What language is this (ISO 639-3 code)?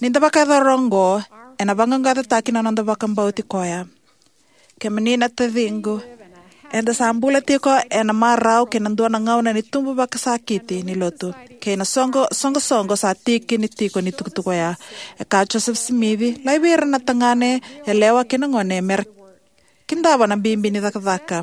fij